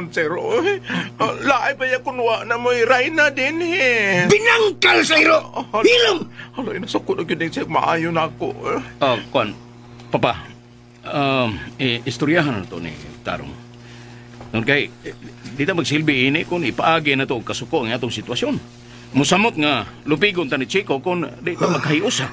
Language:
Cebuano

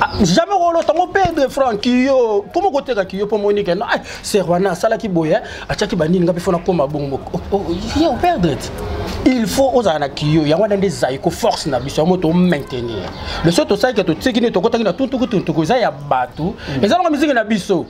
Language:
Lingala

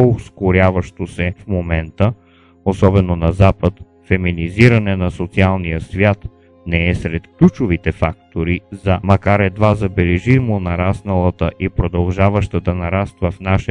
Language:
Bulgarian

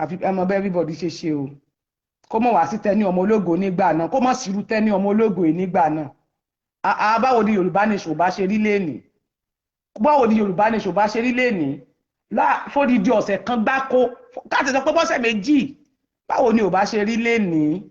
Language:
Yoruba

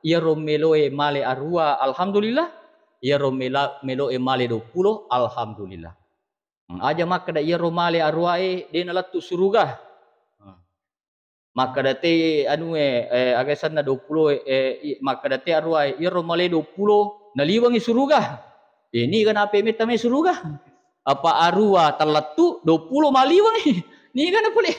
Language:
Buginese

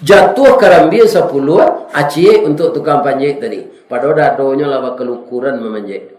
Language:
Minangkabau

